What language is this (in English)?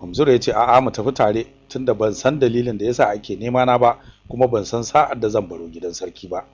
Hausa